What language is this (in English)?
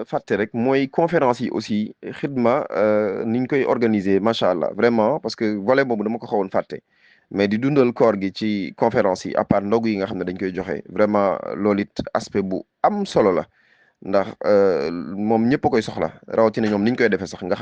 Wolof